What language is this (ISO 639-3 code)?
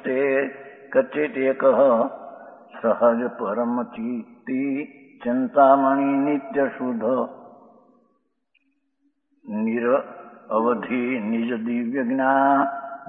guj